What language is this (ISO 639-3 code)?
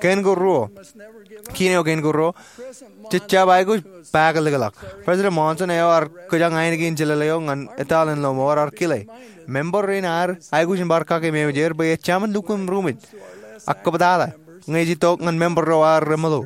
mah